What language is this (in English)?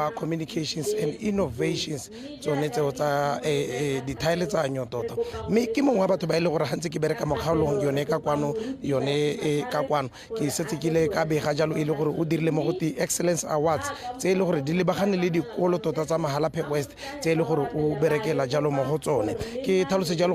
Tswana